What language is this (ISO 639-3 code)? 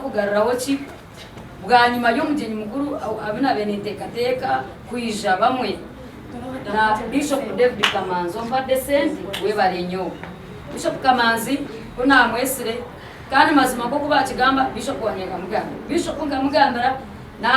nyn